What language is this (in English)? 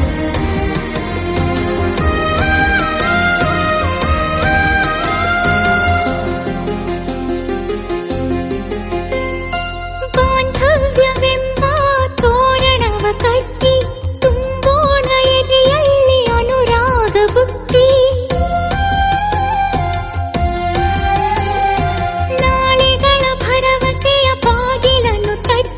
Kannada